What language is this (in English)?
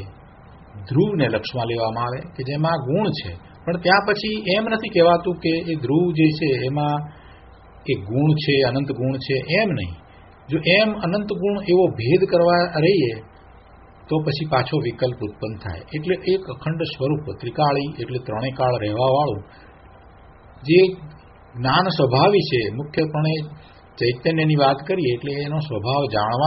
Gujarati